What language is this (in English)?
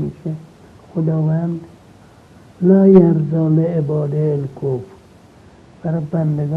Persian